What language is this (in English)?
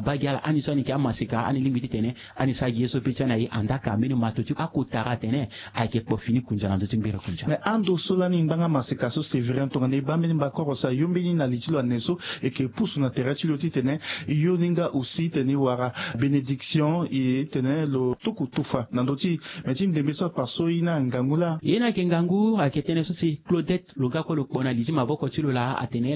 Sango